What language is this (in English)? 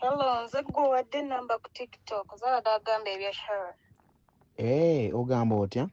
Ganda